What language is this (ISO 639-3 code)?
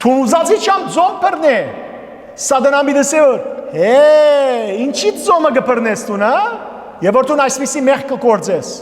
hyw